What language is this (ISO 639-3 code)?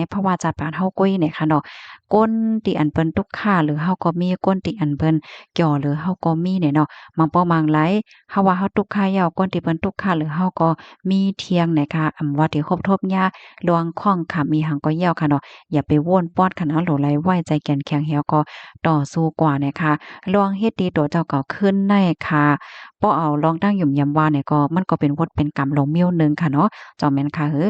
shn